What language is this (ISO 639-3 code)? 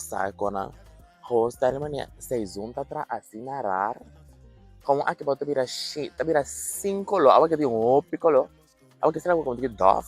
pap